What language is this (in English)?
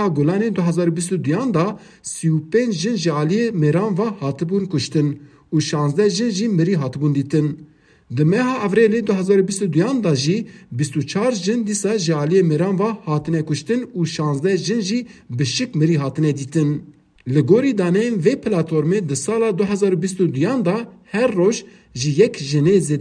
Kurdish